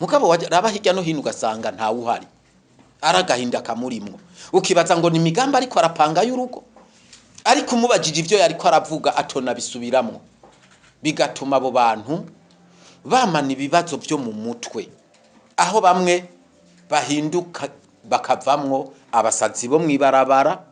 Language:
Rundi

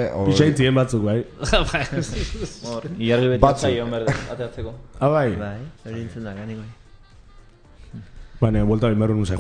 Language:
Basque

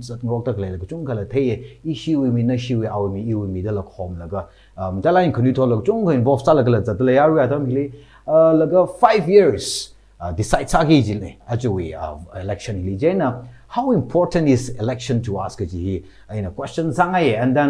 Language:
Tangkhul Naga (India)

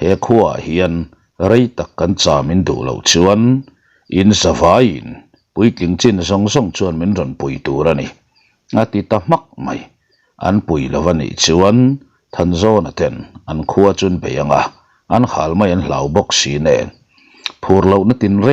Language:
Mizo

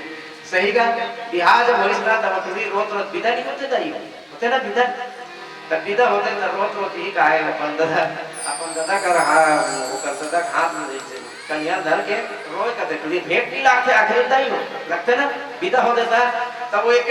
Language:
Chhattisgarhi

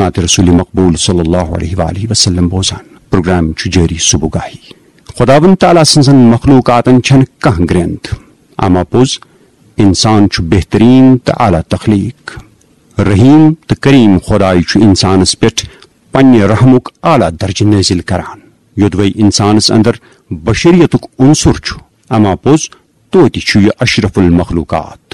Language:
Kashmiri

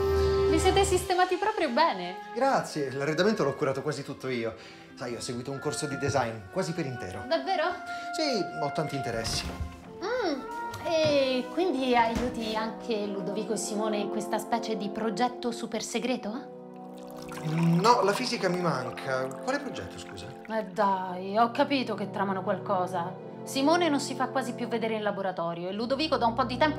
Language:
Italian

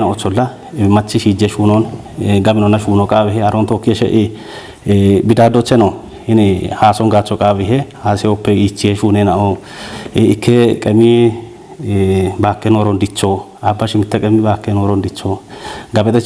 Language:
Kafa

